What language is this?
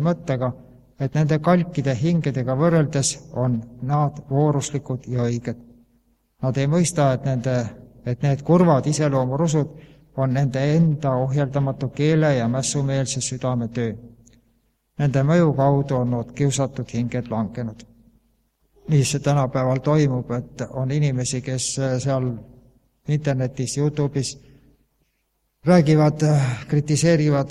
Estonian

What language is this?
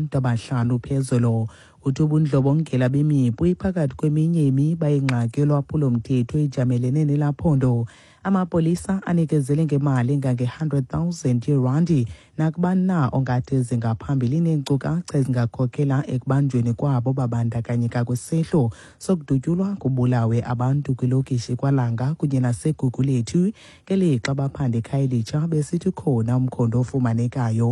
Xhosa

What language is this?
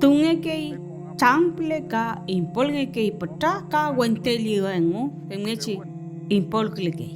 Mapuche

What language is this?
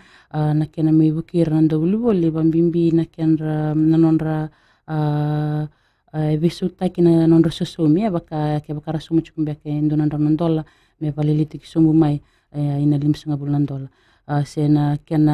Fijian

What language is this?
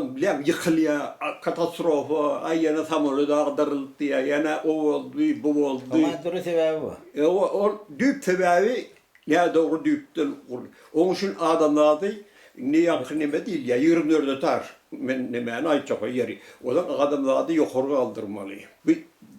Turkmen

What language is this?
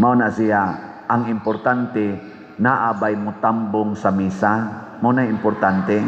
Cebuano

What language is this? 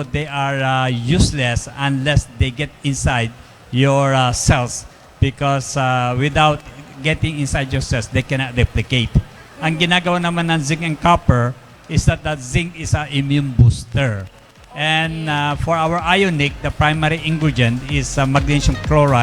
Bikol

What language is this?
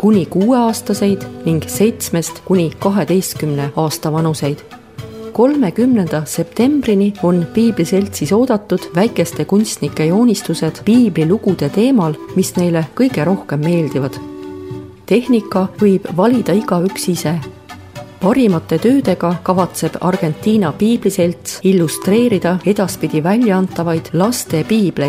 Estonian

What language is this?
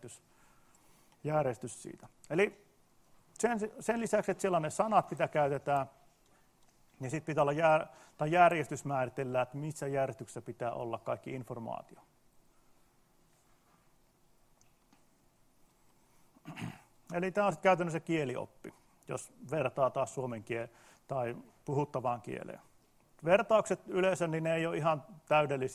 Finnish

